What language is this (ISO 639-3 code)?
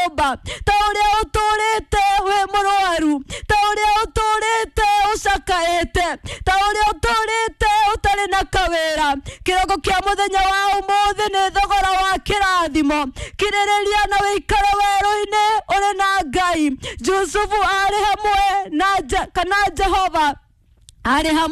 kik